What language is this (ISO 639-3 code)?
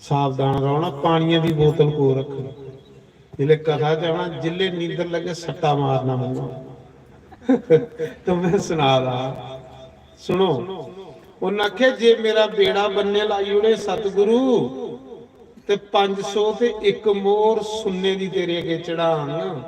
doi